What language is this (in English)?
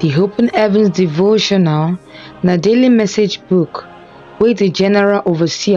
Nigerian Pidgin